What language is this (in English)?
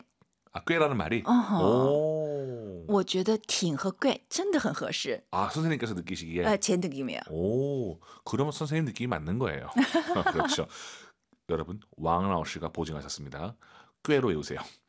Korean